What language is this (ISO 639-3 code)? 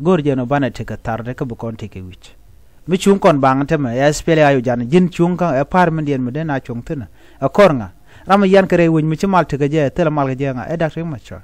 nus